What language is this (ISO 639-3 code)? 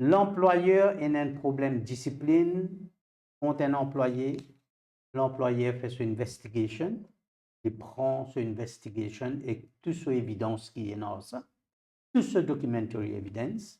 mfe